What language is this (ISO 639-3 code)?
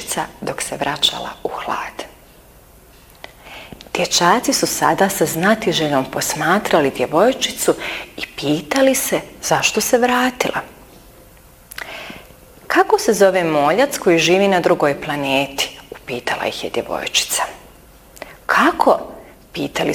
bos